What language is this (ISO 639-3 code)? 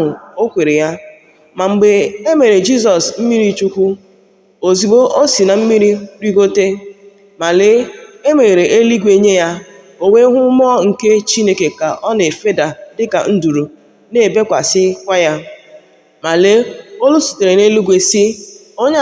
ibo